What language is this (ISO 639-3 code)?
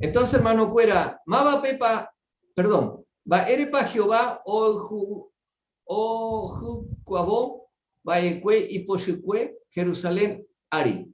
grn